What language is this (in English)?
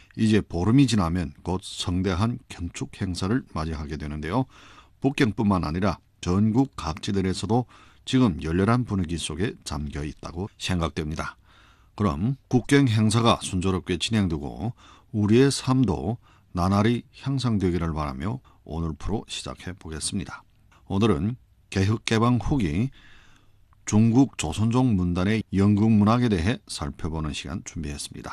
Korean